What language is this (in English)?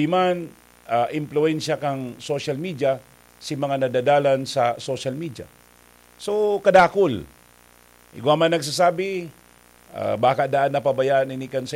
Bikol